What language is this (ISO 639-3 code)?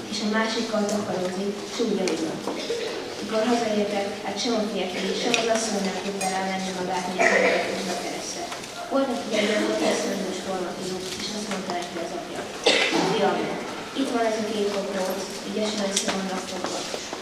hun